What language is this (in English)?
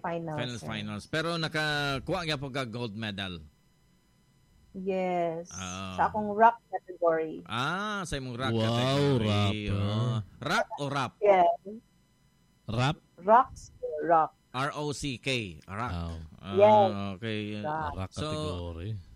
Cebuano